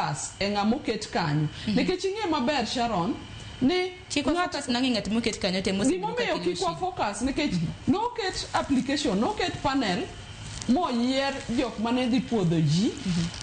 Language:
Luo (Kenya and Tanzania)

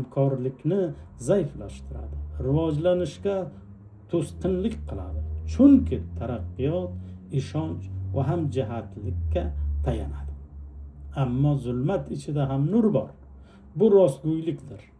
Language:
Uzbek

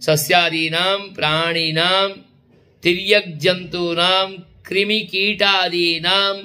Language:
Sanskrit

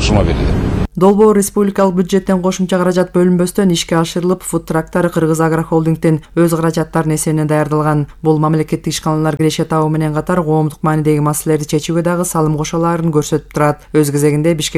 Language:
Kyrgyz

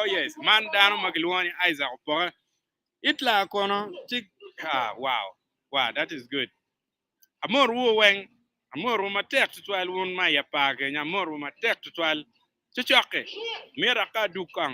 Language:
Acoli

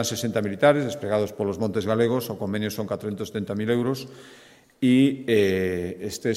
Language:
Galician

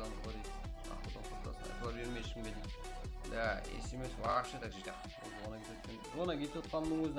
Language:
Kara-Kalpak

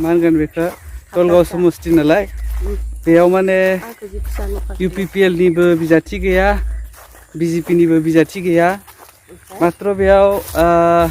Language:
Bodo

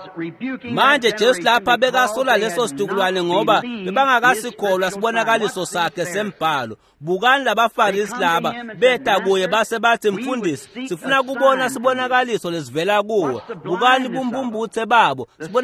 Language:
Swati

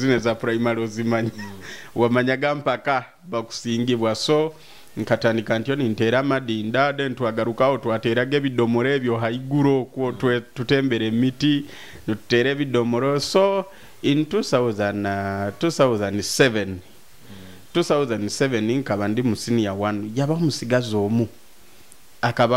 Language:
Nyoro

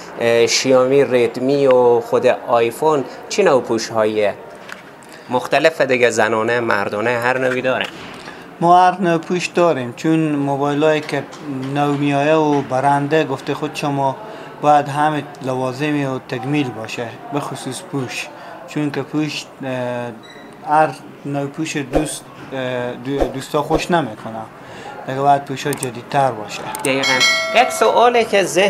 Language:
Persian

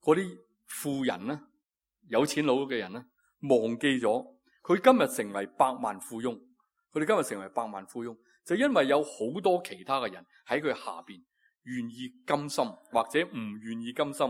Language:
Cantonese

